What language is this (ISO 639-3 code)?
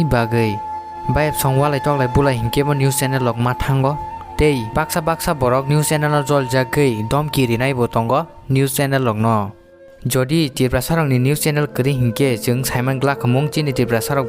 trp